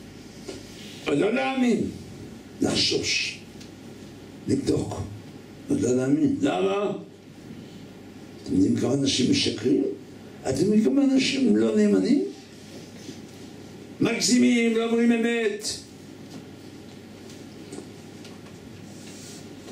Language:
Hebrew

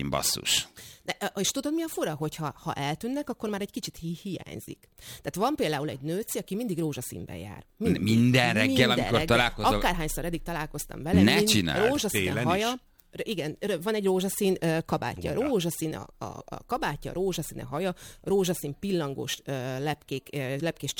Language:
Hungarian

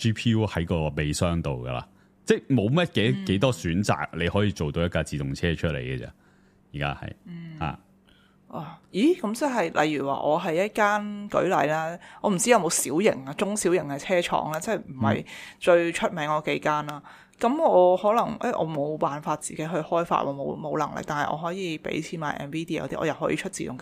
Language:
Cantonese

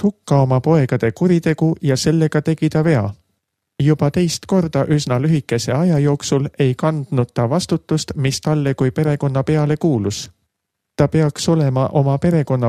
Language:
Estonian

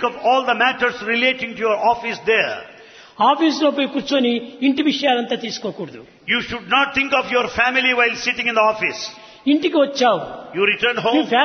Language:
Telugu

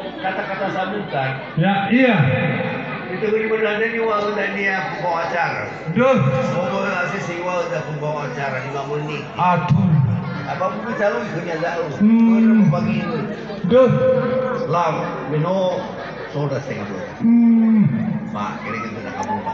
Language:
Nias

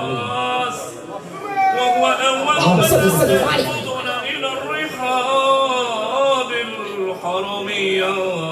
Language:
Arabic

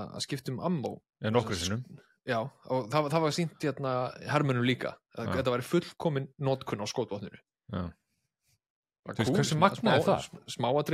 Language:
Icelandic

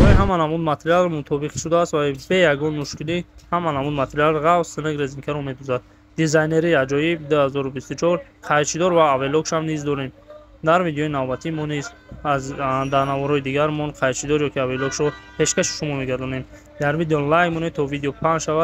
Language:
Tajik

